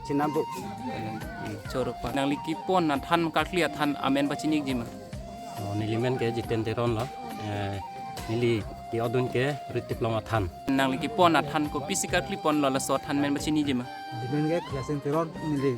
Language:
Karbi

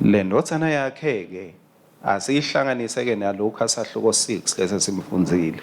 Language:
Swati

